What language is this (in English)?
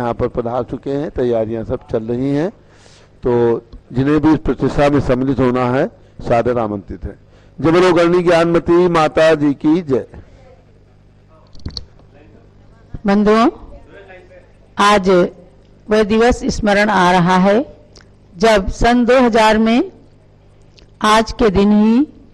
Hindi